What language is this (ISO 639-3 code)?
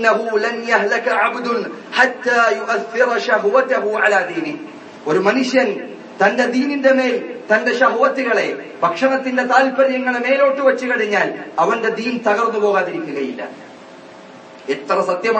mal